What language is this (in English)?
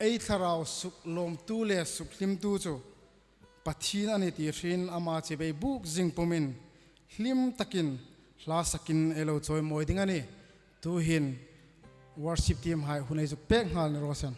Hmar